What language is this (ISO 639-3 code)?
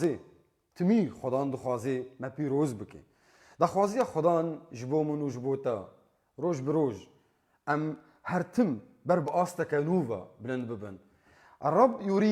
kur